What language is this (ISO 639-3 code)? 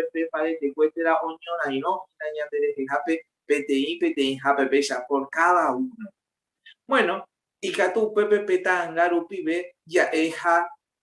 grn